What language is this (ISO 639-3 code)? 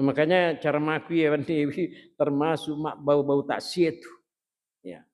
bug